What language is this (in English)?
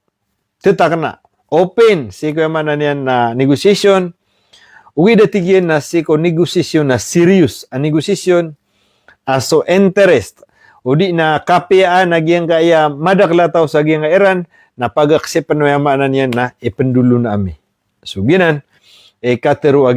Maranao